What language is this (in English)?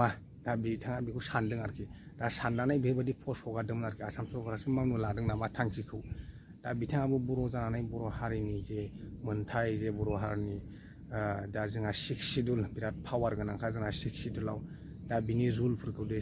Bodo